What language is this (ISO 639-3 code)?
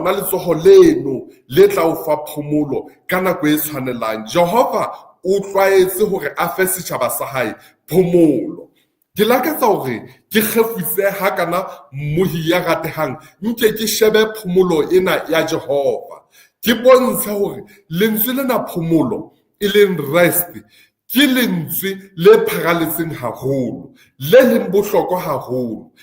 sot